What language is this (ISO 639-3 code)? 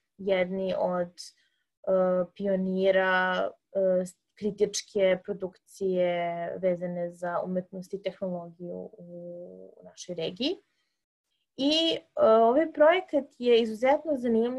srp